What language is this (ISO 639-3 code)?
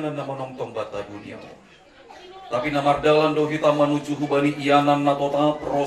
bts